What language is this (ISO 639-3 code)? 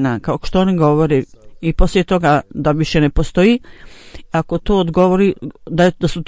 bos